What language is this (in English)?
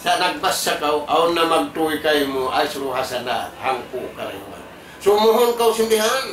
Tausug